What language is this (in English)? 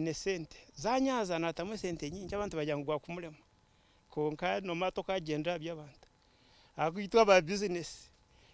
Nyankole